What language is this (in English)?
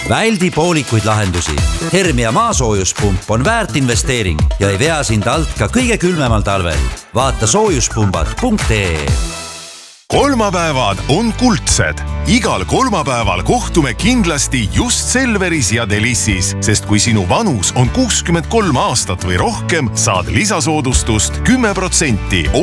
Estonian